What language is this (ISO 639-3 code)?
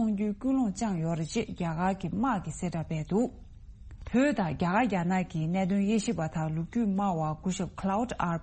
bod